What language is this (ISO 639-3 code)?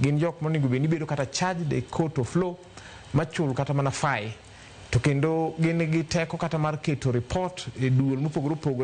luo